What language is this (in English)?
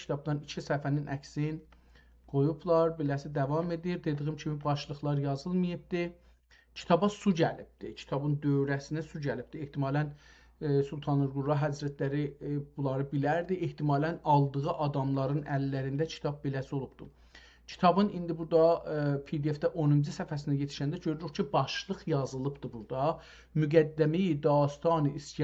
South Azerbaijani